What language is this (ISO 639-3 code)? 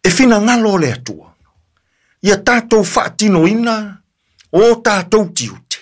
smo